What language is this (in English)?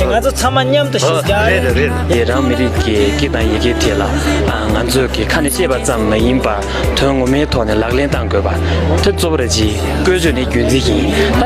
Tibetan